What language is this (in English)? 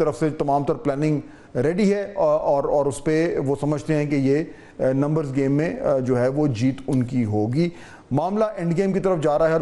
Urdu